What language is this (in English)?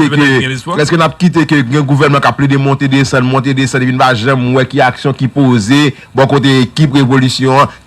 Haitian Creole